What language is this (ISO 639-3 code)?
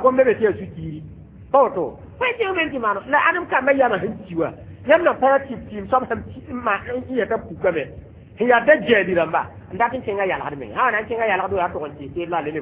mos